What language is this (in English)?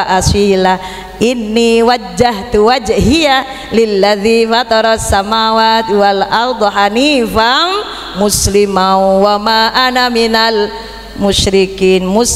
Madurese